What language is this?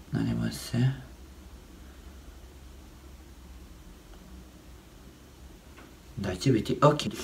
Croatian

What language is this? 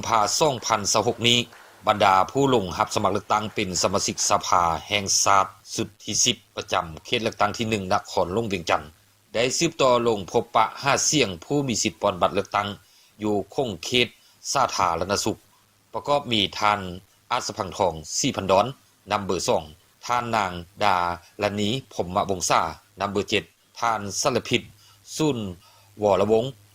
Lao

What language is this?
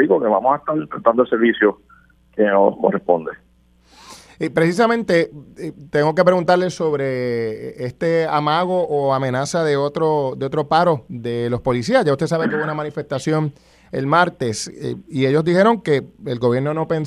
Spanish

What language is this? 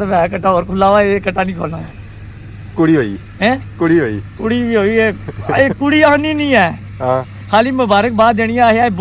Pahari-Potwari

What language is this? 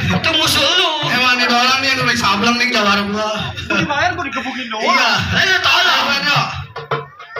Betawi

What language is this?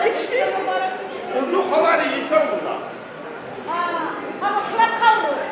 Tabassaran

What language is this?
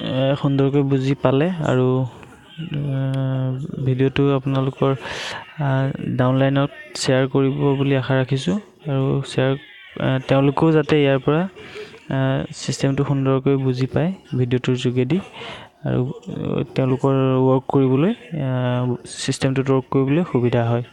Assamese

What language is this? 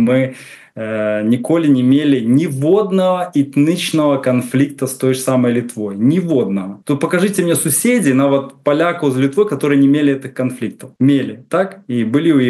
Belarusian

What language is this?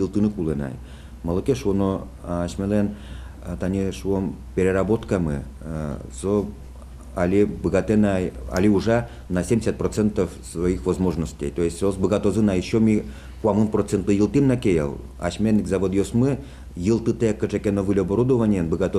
Udmurt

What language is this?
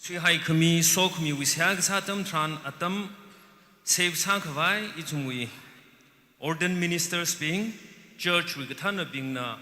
Tangkhul Naga (India)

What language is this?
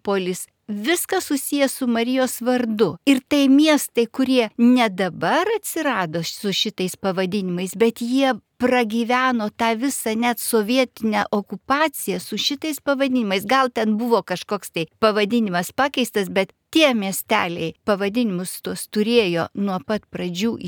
Lithuanian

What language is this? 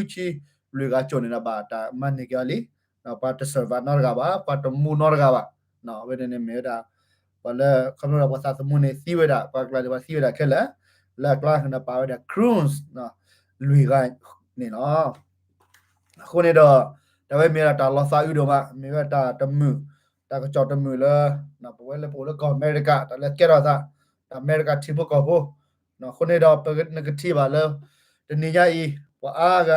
S'gaw Karen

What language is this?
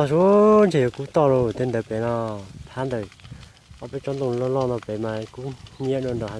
Hmong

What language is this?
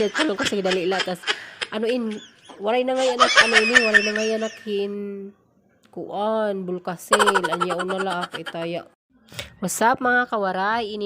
Waray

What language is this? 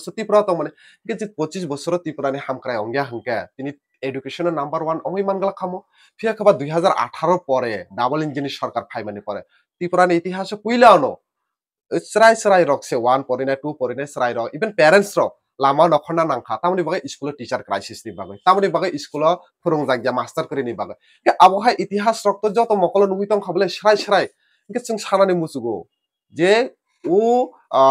Kok Borok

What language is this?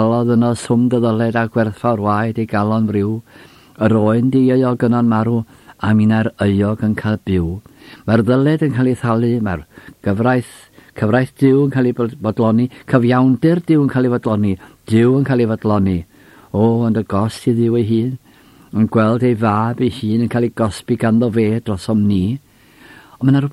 Welsh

